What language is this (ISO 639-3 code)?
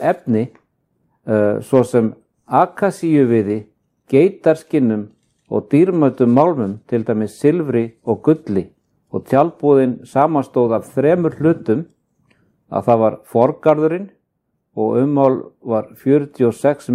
isl